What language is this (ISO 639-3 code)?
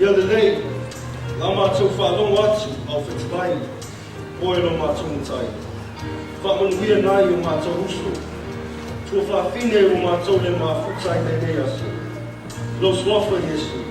smo